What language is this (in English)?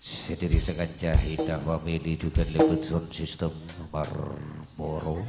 Madurese